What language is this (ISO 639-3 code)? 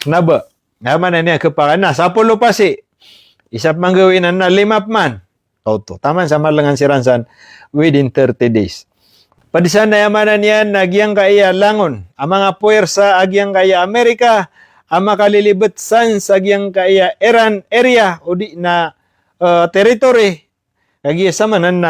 mrw